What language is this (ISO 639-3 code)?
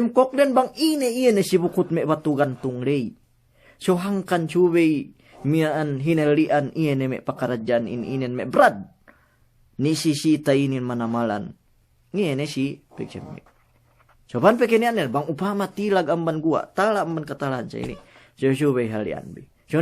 yka